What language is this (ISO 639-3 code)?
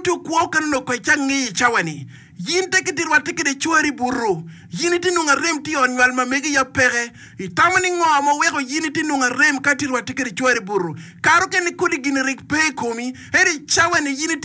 ach